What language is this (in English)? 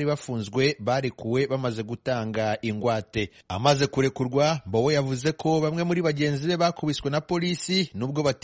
Kinyarwanda